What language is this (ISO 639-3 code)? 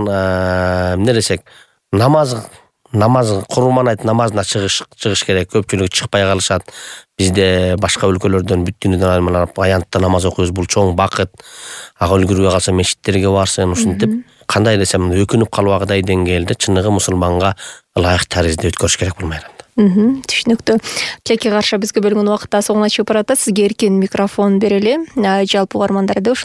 kir